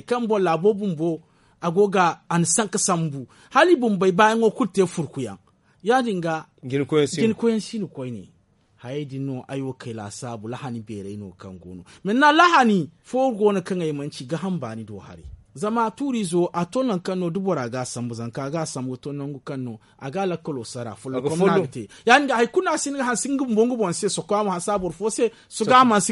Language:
Zarma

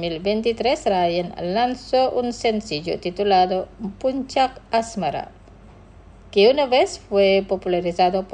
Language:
Spanish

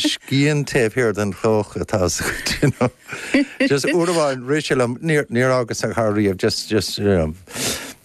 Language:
Irish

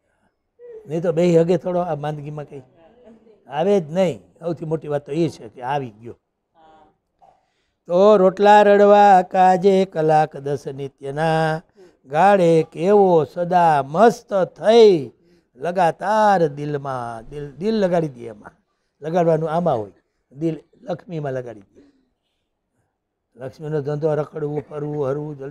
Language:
Gujarati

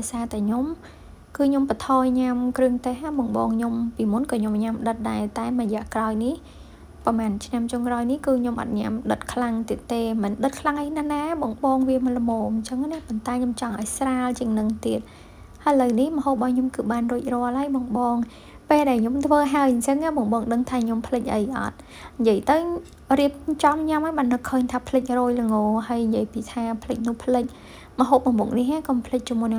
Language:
Khmer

